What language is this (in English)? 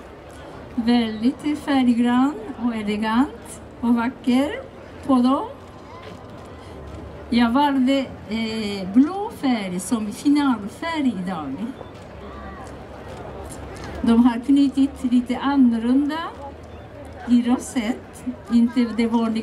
Swedish